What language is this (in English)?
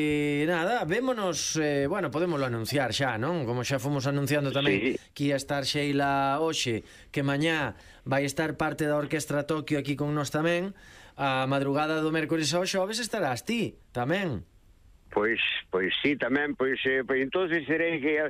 Galician